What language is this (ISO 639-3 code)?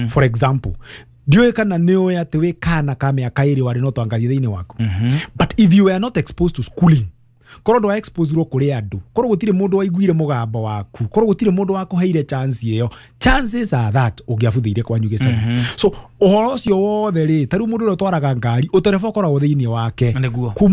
kik